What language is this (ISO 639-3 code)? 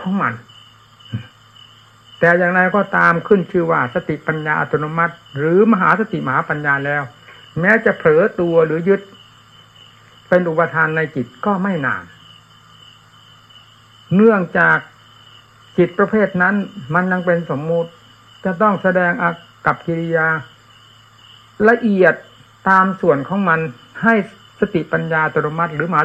tha